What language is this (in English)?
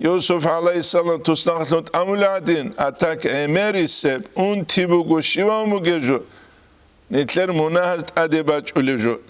Avaric